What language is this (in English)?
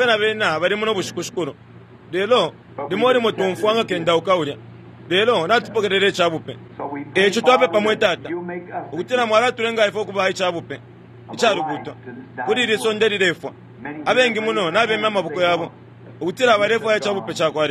Bemba